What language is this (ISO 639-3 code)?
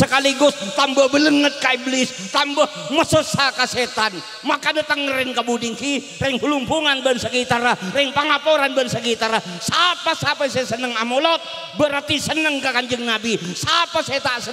mad